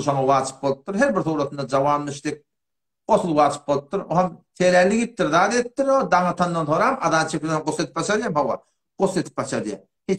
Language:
Turkmen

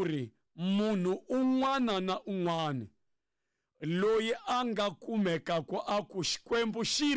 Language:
Tsonga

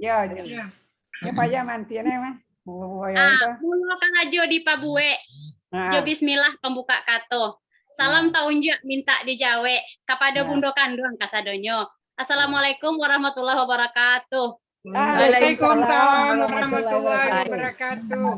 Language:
Minangkabau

